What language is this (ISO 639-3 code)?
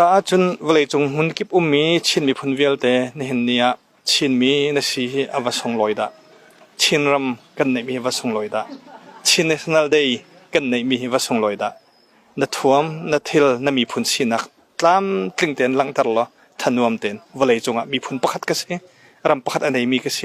cnh